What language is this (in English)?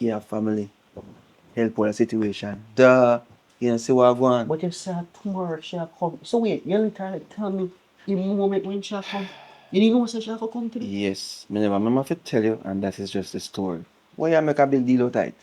Jamaican Creole English